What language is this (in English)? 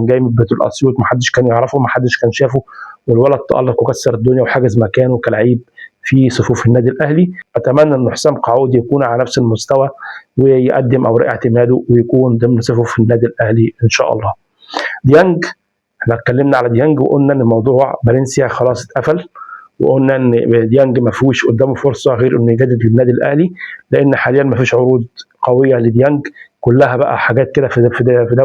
Egyptian Arabic